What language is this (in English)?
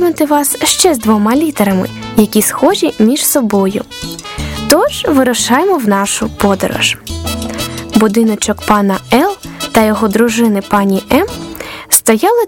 Ukrainian